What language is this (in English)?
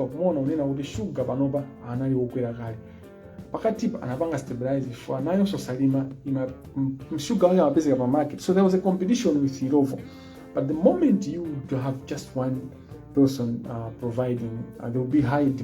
Nyanja